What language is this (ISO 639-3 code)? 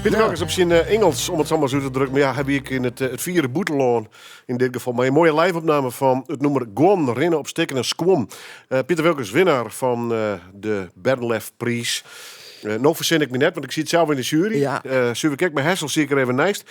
fry